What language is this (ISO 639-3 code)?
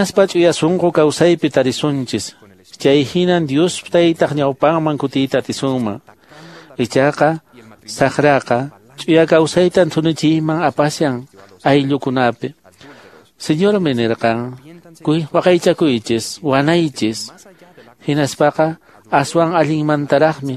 que